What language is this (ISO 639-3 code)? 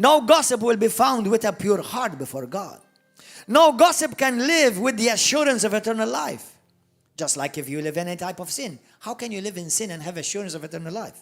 eng